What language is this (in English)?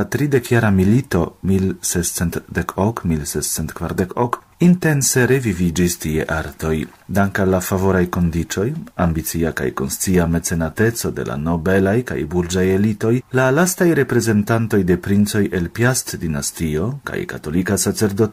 Esperanto